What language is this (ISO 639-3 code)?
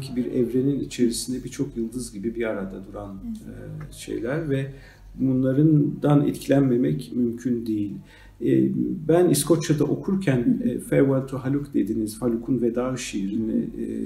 tur